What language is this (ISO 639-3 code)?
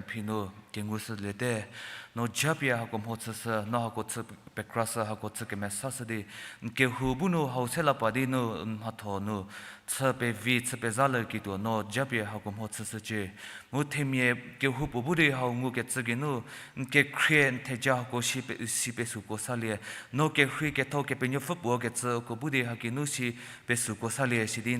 njm